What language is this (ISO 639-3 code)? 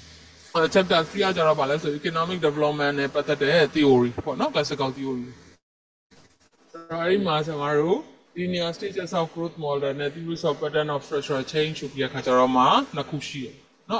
mya